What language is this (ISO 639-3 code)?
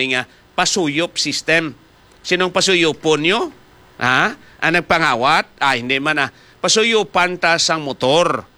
hil